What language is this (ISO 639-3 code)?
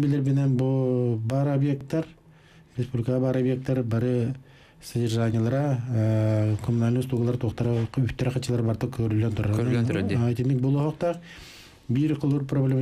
sah